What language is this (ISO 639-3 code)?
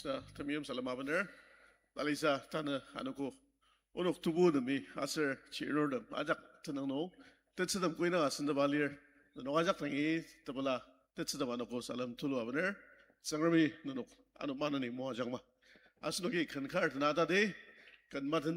njo